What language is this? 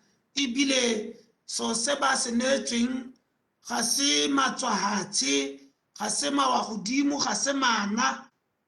Tswana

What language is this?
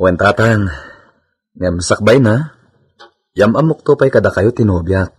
Iloko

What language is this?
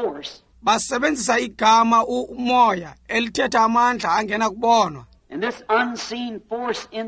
Xhosa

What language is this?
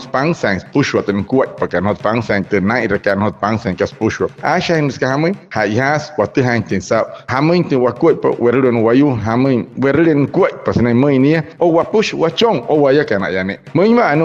Wayuu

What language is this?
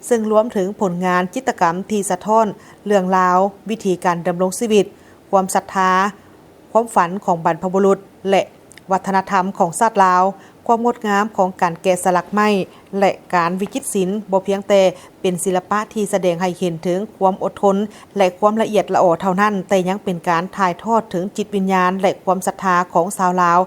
Lao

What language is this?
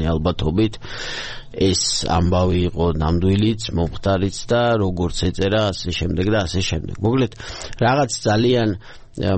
Georgian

